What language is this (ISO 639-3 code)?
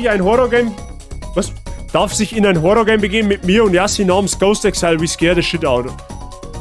bar